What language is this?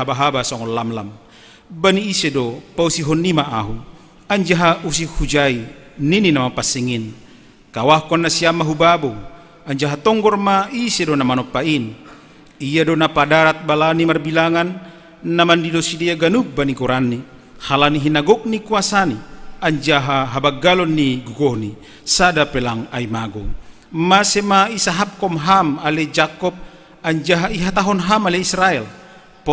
Batak Simalungun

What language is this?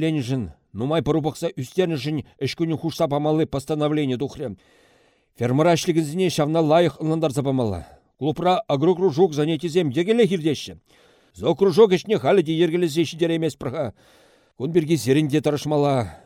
Chuvash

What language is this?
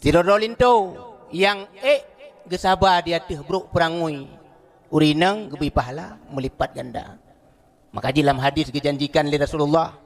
Achinese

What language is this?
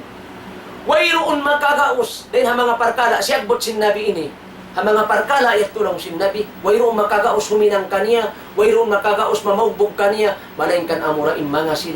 Tausug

